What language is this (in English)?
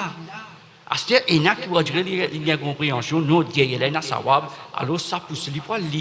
Morisyen